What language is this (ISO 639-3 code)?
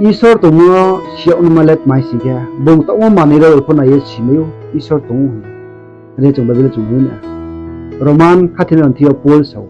ria